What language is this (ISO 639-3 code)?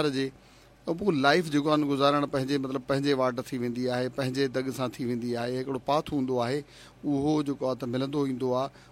snd